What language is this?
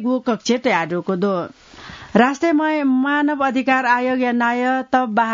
Newari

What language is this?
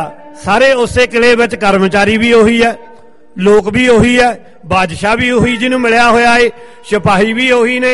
Punjabi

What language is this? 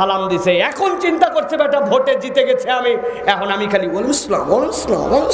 Bangla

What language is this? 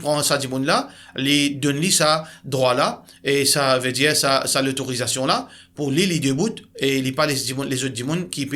Morisyen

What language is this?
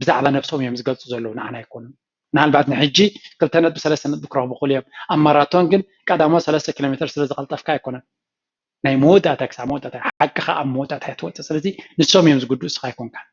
Tigrinya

